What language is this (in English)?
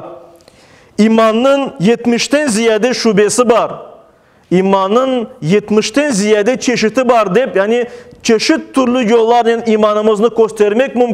Crimean Tatar